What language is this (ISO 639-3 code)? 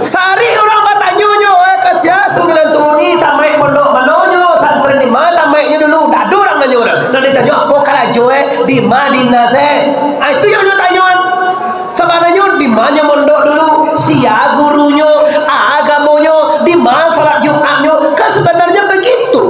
min